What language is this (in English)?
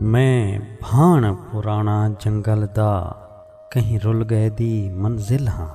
Saraiki